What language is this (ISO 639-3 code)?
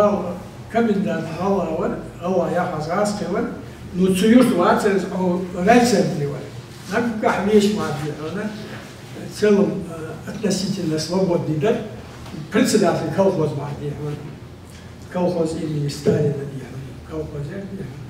inh